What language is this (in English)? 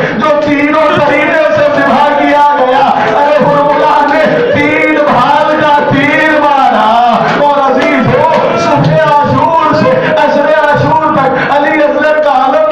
Urdu